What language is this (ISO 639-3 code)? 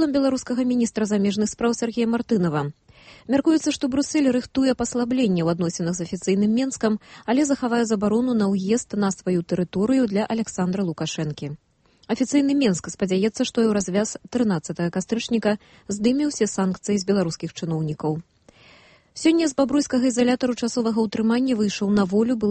bel